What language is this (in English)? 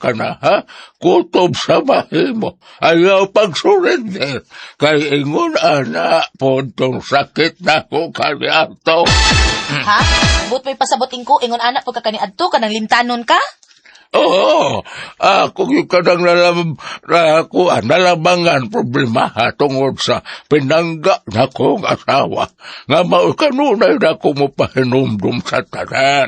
Cebuano